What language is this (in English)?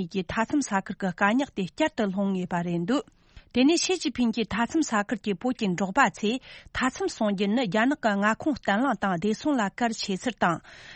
Tibetan